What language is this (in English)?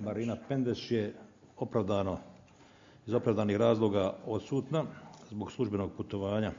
Bosnian